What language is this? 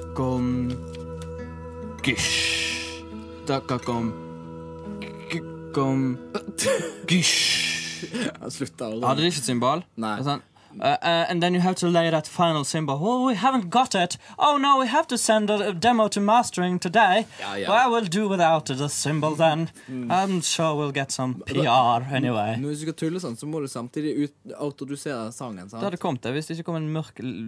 Norwegian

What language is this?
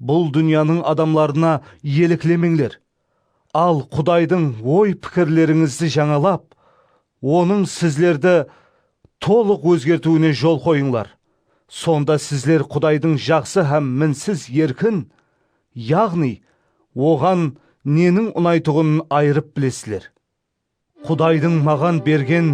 Kara-Kalpak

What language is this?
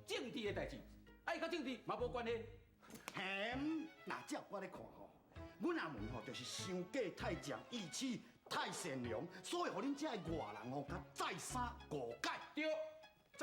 Min Nan Chinese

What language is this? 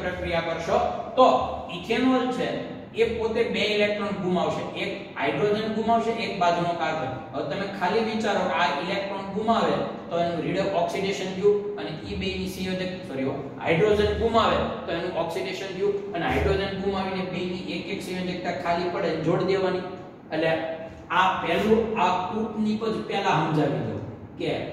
Gujarati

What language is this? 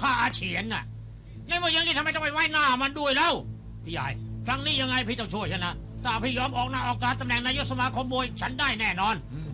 Thai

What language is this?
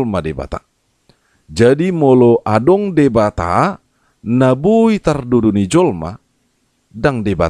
Batak Toba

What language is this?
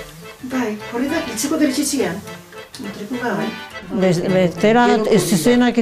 Basque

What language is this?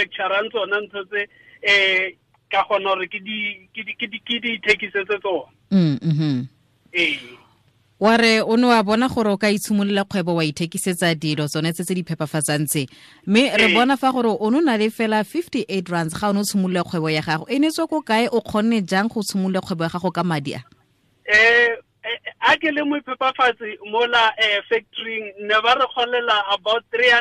Tswana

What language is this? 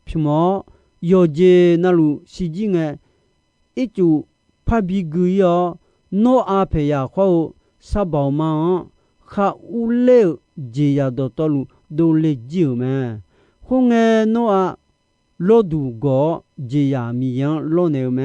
Akha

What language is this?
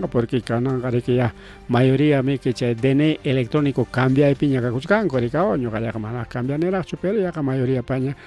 Ayacucho Quechua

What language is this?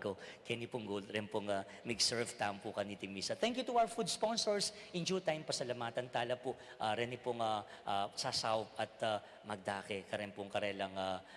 Pampanga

